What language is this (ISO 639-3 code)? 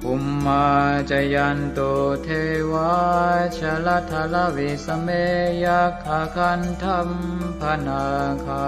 pli